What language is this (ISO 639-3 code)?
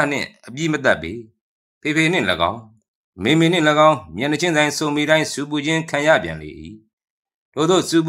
mya